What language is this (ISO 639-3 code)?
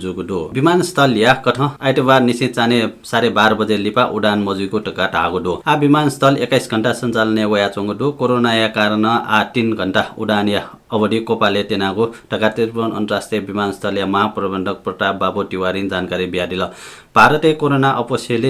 new